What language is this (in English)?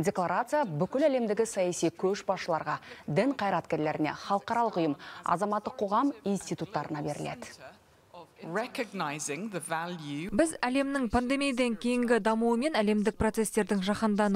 Kazakh